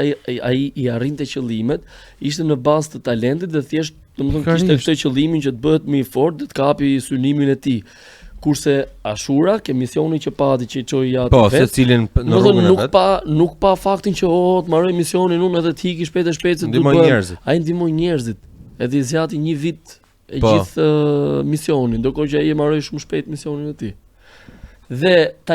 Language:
Albanian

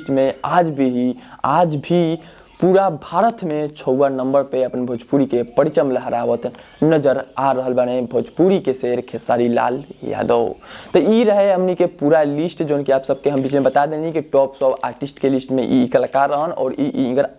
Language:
Bhojpuri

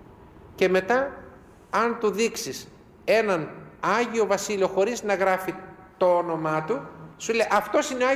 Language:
Greek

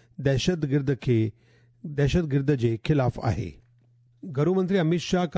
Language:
Sindhi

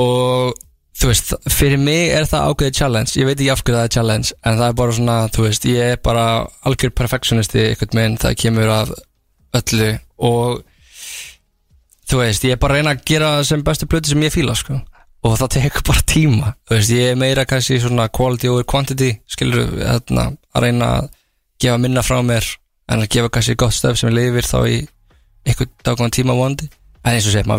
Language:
Icelandic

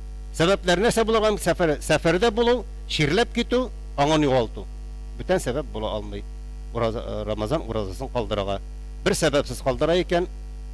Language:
Tatar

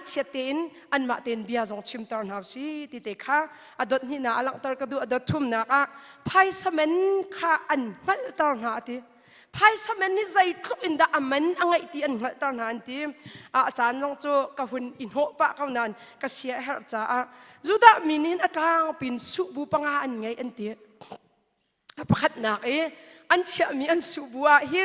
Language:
Hakha Chin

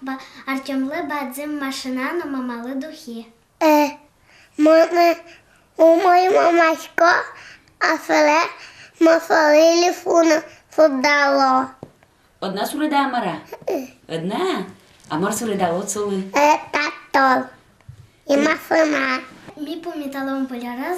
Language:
Udmurt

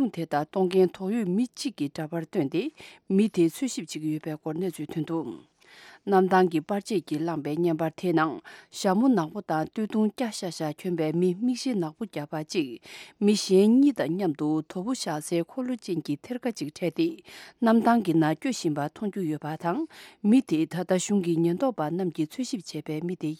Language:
Tibetan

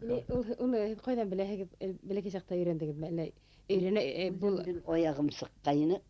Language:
Bashkir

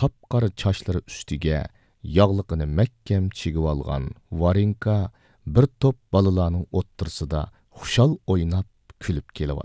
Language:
Uyghur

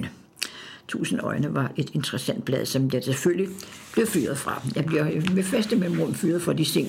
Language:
Danish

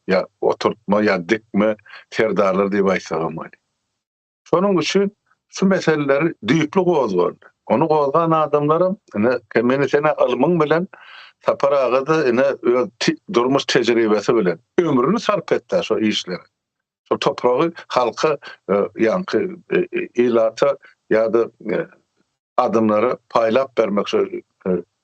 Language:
Turkmen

